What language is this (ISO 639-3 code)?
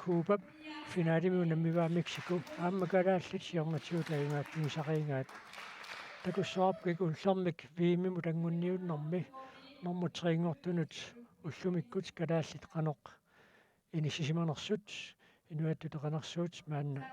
kal